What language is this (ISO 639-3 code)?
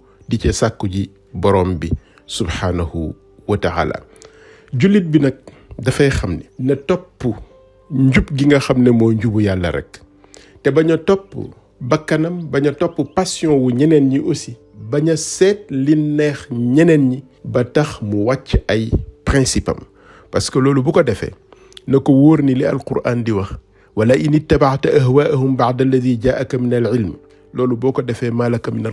wol